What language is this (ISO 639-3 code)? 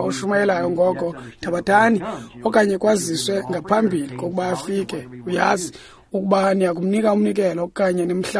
xho